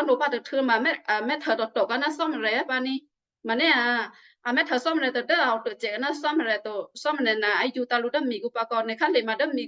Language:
Western Kayah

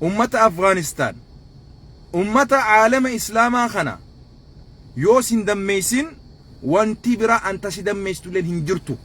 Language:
Oromo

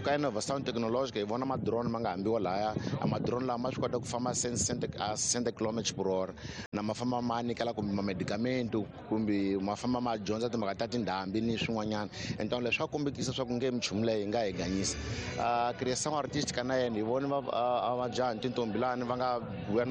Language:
Tsonga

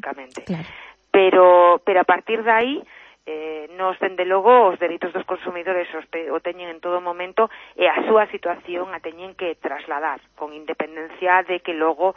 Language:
Galician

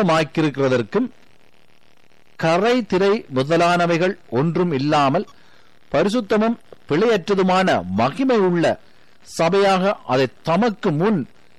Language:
Tamil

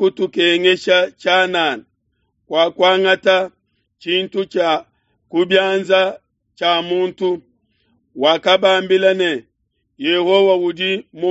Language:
Luba-Lulua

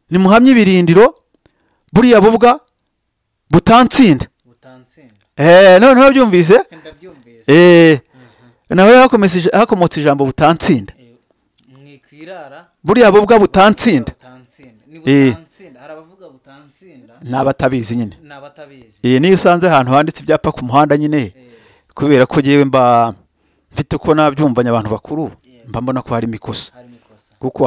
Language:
Kinyarwanda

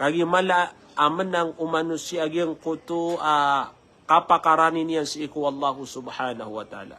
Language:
Maranao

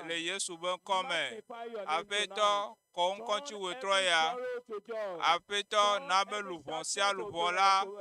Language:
Ewe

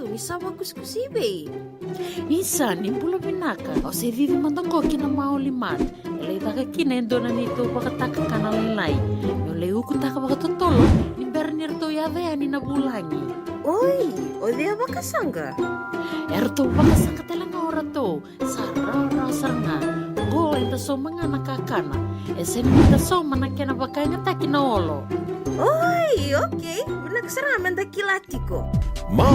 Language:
Fijian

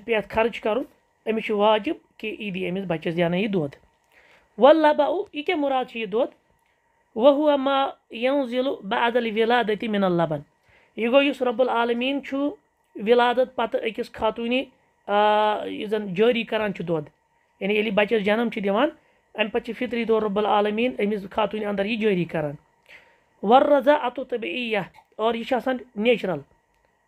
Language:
Kashmiri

